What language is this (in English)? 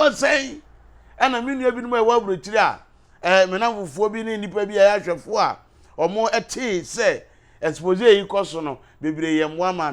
Akan